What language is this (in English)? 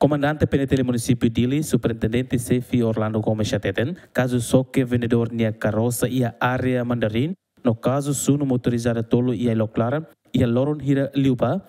Tetum